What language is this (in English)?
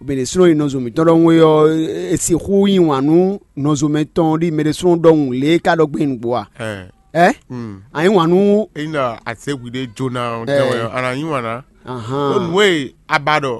Fon